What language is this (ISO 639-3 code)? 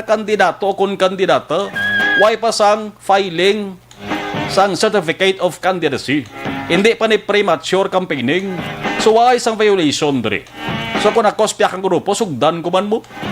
hil